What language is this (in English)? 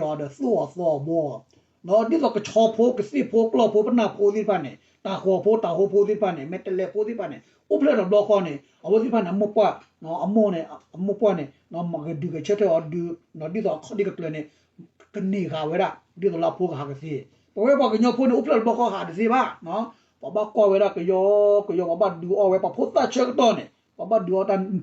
S'gaw Karen